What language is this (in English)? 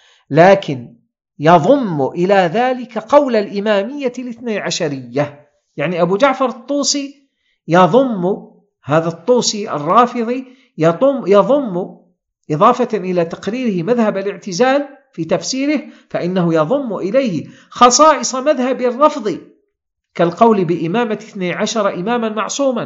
Arabic